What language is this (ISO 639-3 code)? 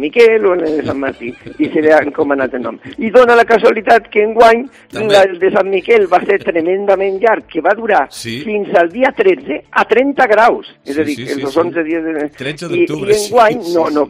cat